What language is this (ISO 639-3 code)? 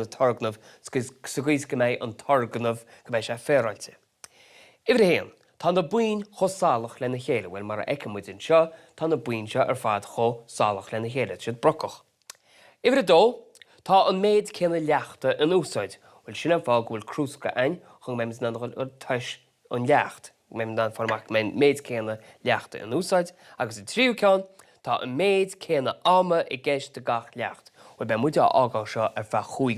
gle